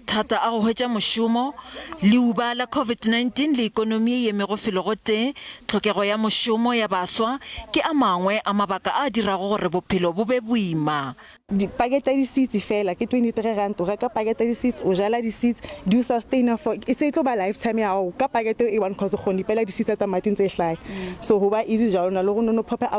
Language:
Northern Sotho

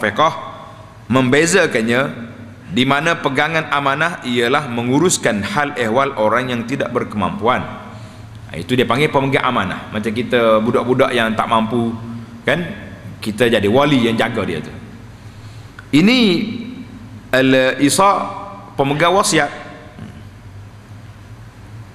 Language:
Malay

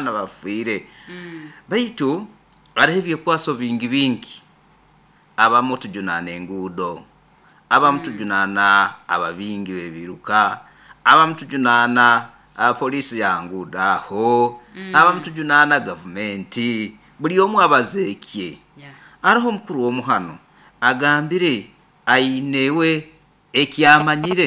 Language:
Nyoro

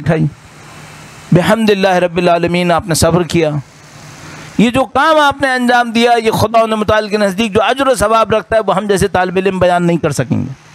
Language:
Urdu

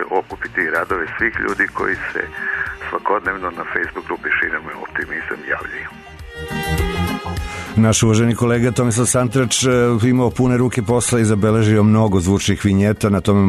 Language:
Serbian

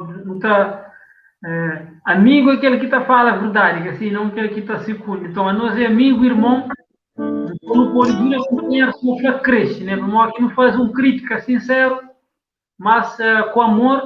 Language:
Kabuverdianu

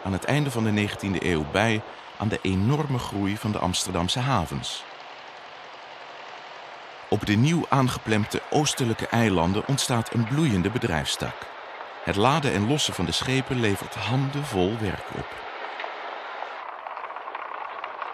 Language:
Dutch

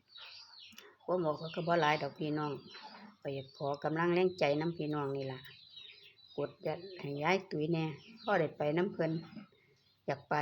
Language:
Northeastern Thai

